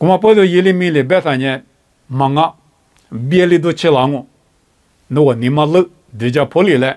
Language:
Lisu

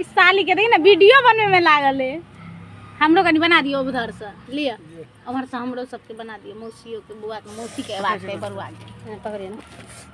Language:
Maithili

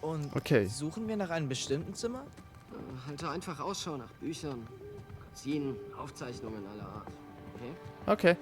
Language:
Swiss German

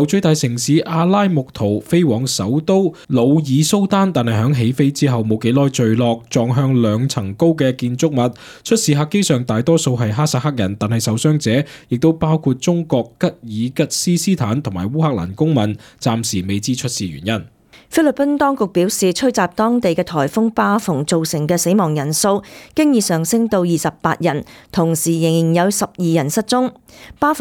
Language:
Cantonese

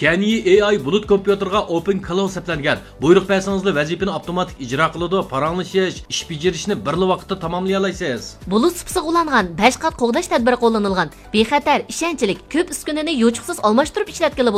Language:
Uyghur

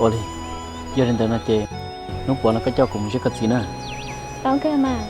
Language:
Hmong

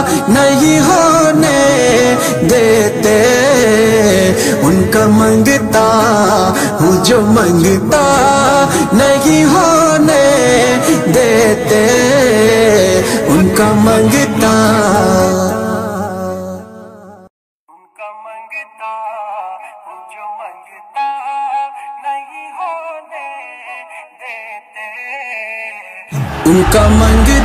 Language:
Urdu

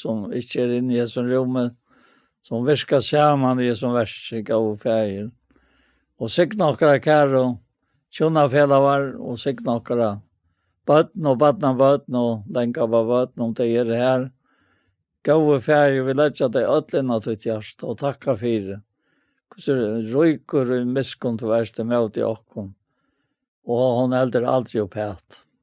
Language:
Faroese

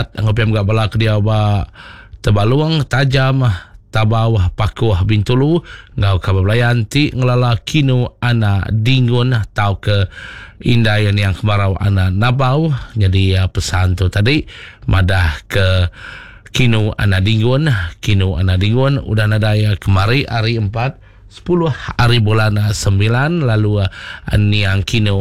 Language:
Iban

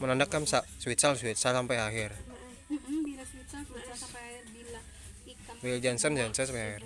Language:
Banjar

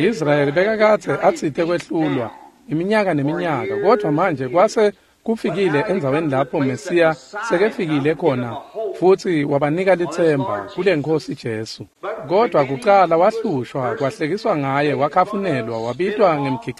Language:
Swati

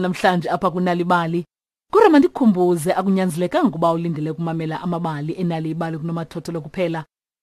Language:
Xhosa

